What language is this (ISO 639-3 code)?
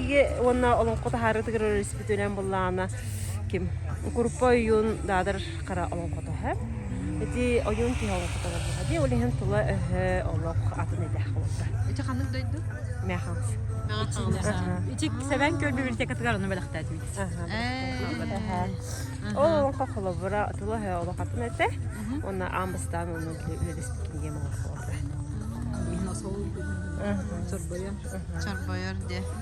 sah